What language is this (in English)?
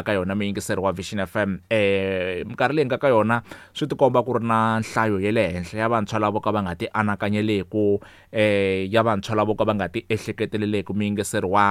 Tsonga